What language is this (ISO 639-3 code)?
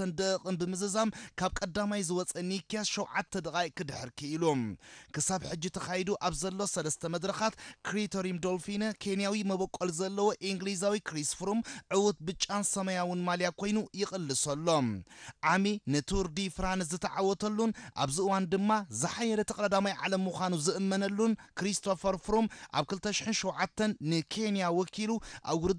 tir